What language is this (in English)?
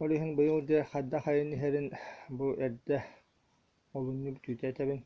Yakut